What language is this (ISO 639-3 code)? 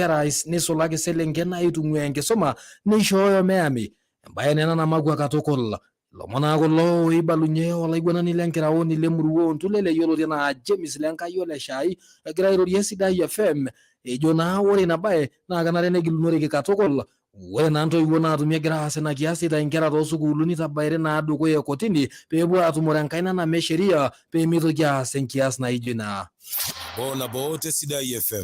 mas